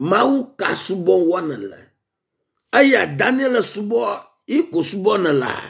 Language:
Ewe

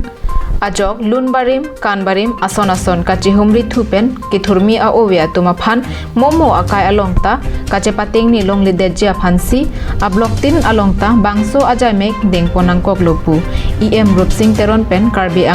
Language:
Karbi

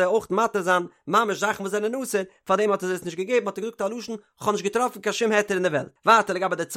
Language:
Yiddish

